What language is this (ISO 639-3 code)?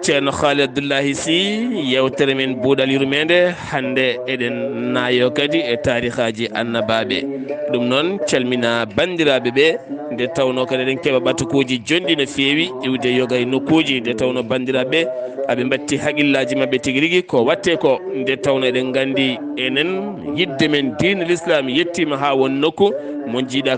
ful